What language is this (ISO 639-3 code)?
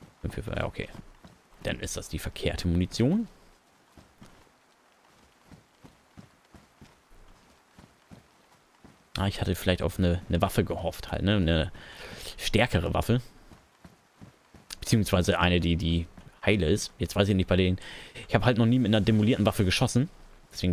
deu